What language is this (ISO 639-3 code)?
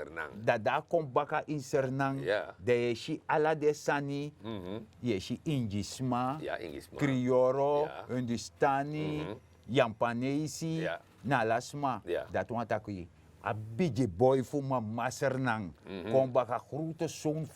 srn